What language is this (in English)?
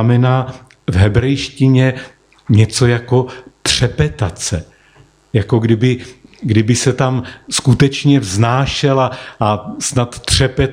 Czech